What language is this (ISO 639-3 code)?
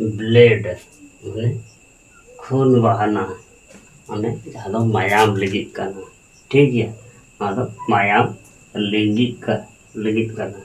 sat